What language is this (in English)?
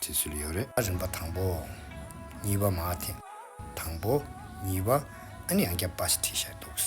Tibetan